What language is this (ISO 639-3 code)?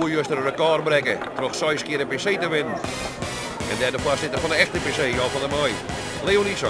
fry